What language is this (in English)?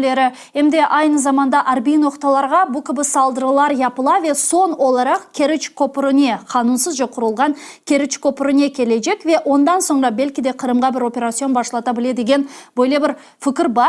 Crimean Tatar